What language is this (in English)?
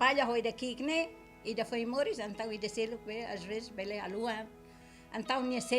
Tetum